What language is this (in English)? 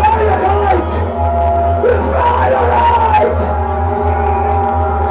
Dutch